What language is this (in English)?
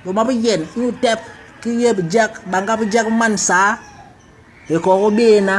Basaa